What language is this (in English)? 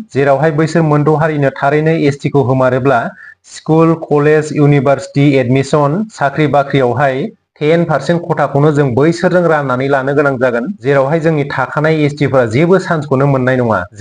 Bodo